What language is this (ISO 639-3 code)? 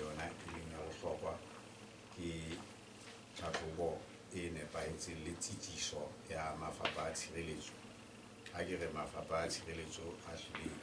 sot